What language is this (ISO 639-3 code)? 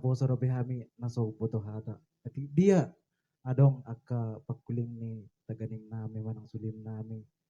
bbc